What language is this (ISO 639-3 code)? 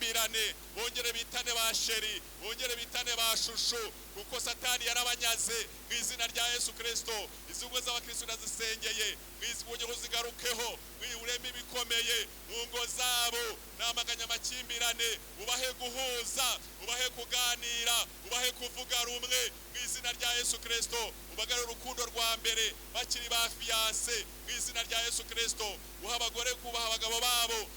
kin